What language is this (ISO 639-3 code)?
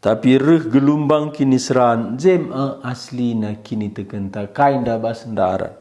btx